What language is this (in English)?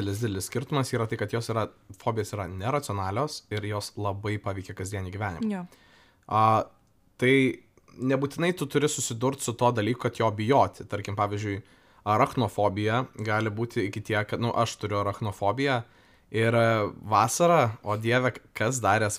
Lithuanian